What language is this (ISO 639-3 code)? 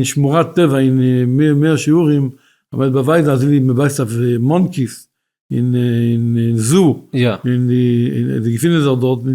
yid